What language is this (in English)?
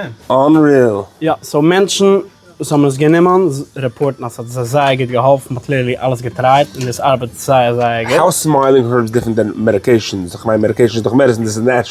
Yiddish